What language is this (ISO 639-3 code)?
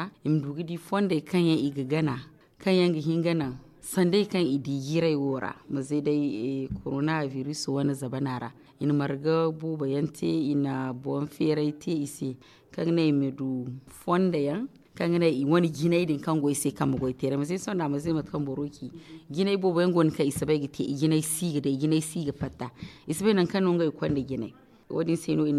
dje